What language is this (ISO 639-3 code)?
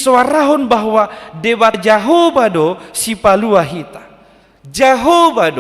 bbc